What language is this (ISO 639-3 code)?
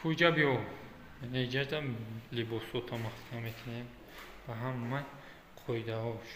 tgk